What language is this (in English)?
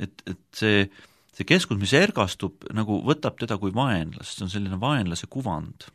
Estonian